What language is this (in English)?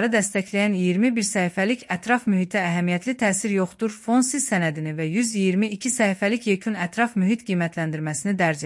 Azerbaijani